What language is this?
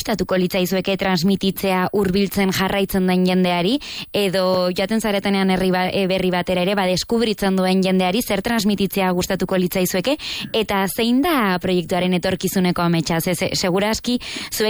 Basque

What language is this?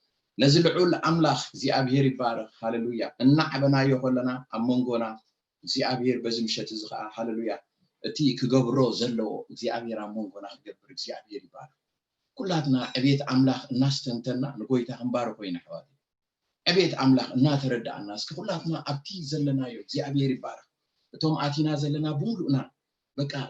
Tigrinya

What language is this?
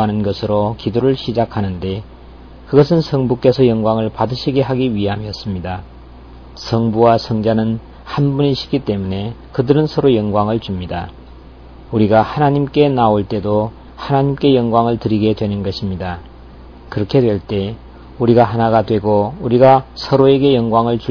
Korean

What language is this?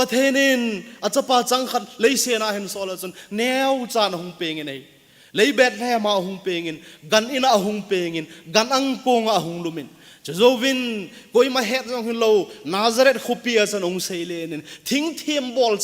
Thado Chin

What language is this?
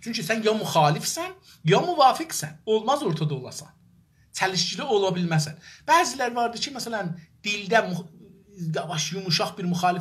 South Azerbaijani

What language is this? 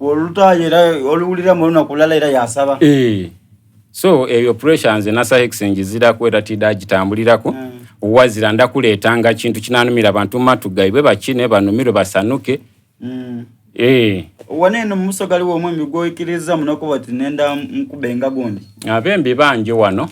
Soga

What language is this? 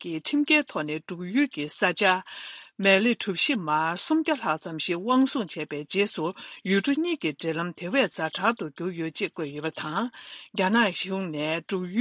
Tibetan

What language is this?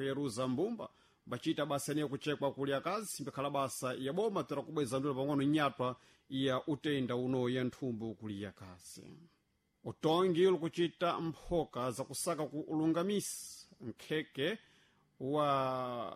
Sena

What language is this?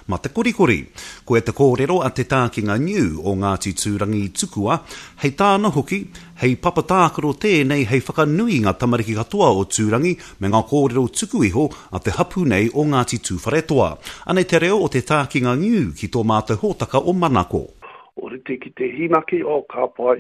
Māori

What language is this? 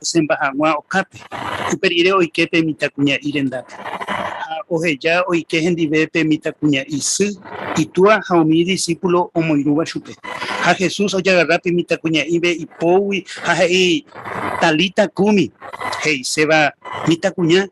Guarani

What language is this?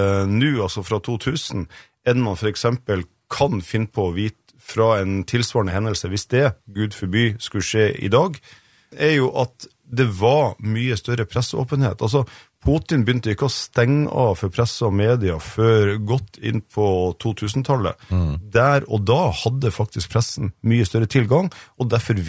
Norwegian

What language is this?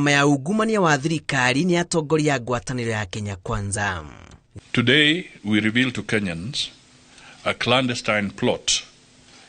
Kikuyu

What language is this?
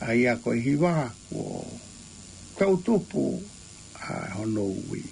Tongan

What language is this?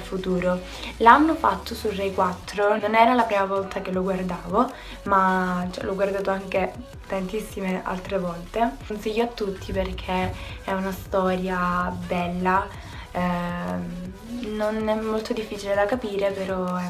Italian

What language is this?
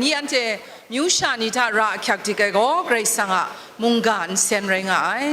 Kachin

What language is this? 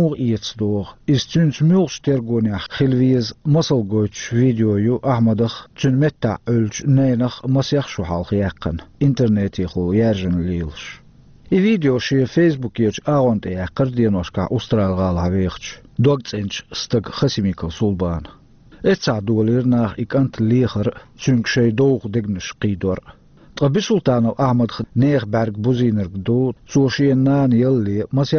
Chechen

